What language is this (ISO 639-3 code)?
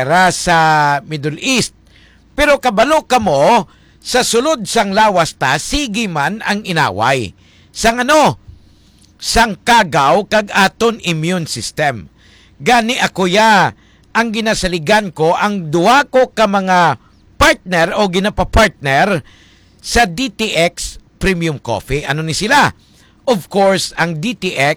hil